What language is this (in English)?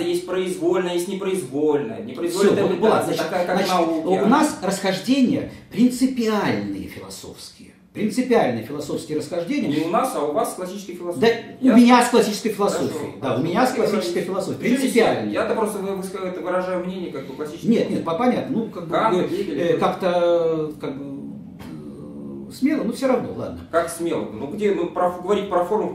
Russian